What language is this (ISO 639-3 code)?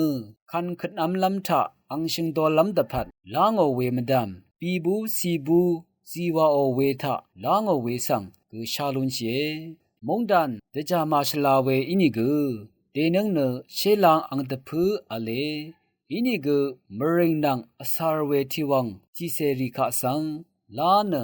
raw